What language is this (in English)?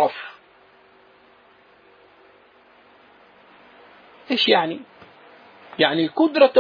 Arabic